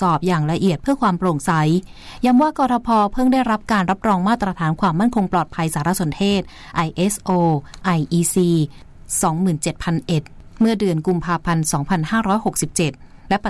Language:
Thai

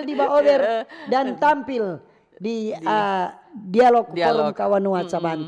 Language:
Manado Malay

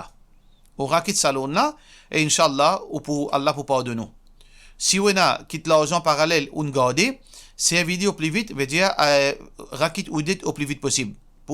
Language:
Morisyen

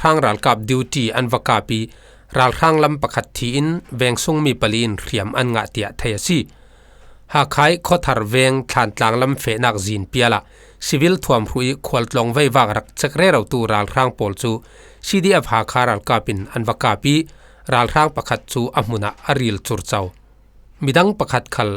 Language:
Falam Chin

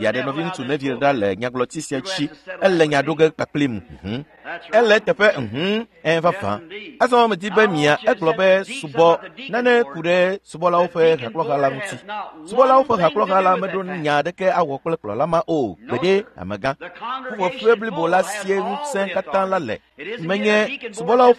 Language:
Ewe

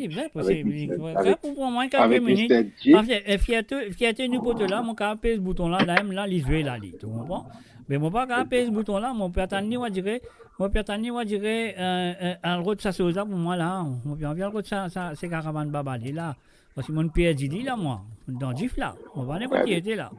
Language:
Morisyen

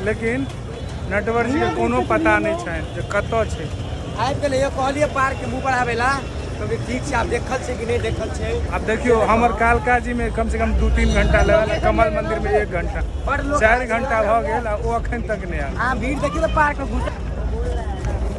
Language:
Maithili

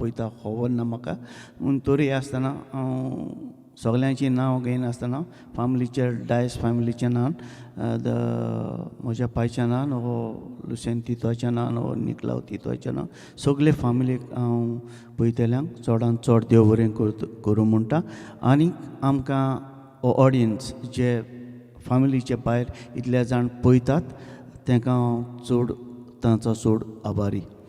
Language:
Konkani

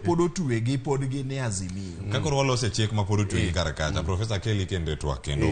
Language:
Luo (Kenya and Tanzania)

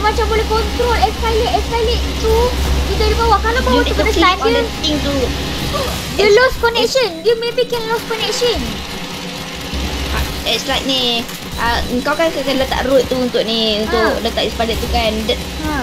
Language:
Malay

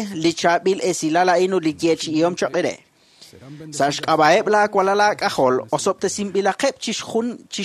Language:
Kekchí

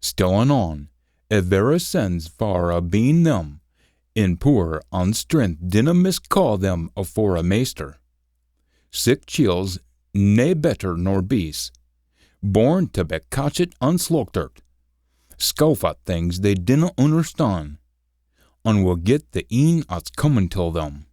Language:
Scots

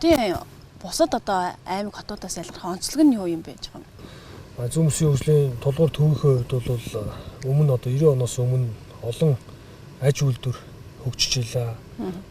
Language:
Mongolian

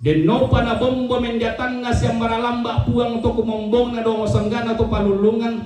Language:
Toraja-Sa'dan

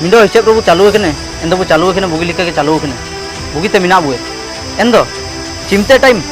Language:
Ho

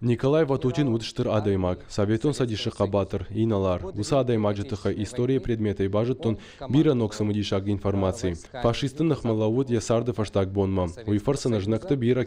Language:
Ossetic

